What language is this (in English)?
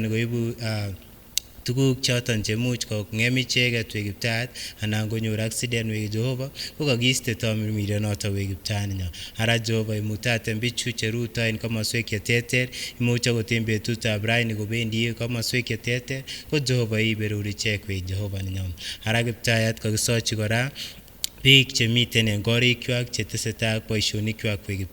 Kipsigis